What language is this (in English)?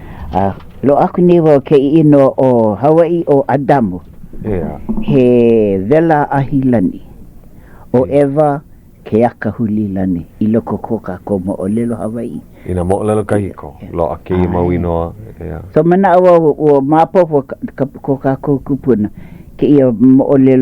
Hawaiian